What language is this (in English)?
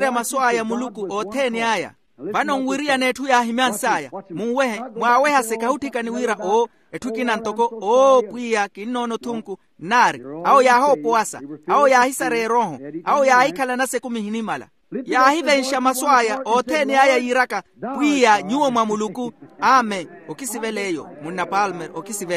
Makhuwa